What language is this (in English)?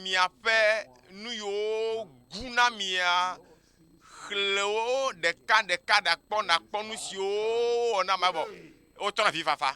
Ewe